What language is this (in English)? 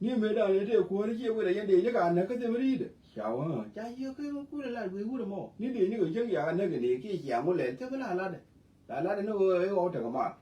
Nuer